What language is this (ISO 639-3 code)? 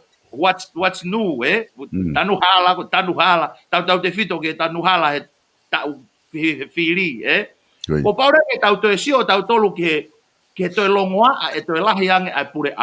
ton